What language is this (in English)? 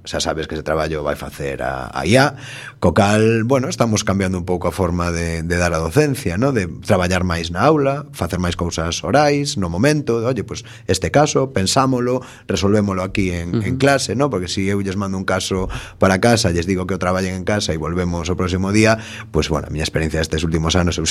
Galician